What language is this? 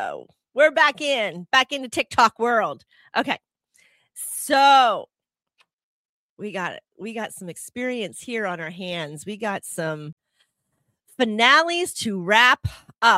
English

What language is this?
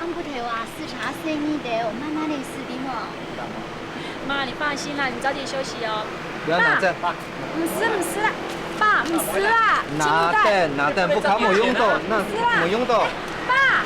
Hakka Chinese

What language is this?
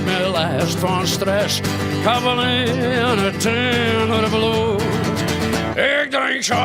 Western Frisian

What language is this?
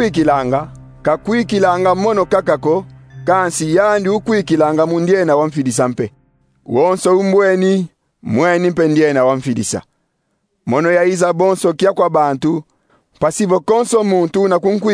Kongo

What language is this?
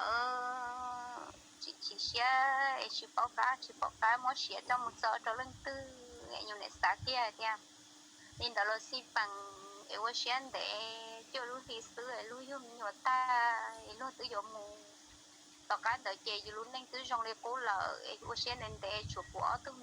Hmong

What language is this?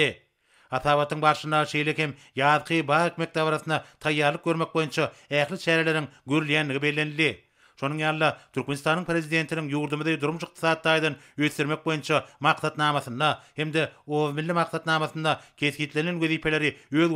Turkmen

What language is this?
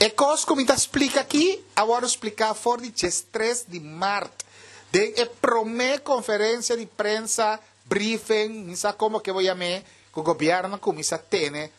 Papiamento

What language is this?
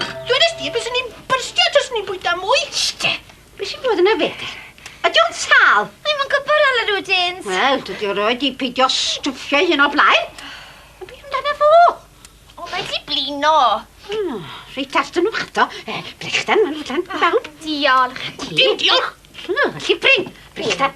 Welsh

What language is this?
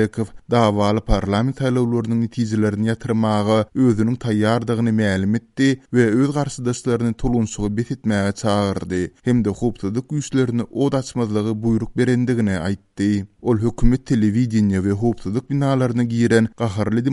Turkmen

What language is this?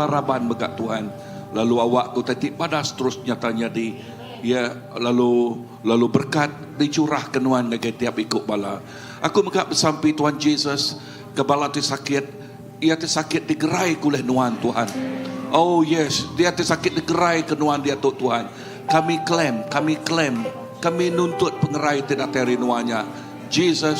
Iban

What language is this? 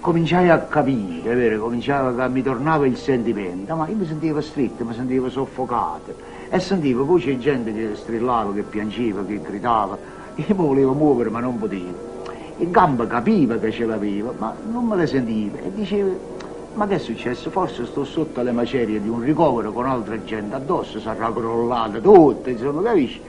Neapolitan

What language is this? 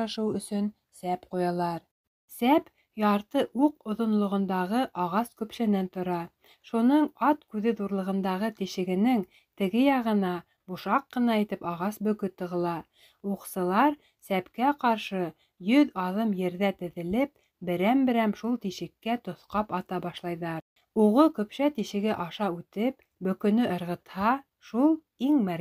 Bashkir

